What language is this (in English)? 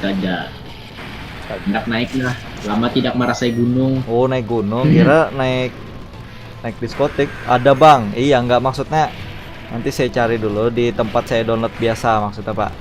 Banjar